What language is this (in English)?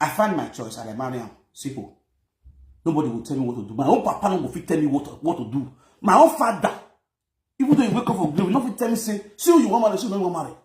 Nigerian Pidgin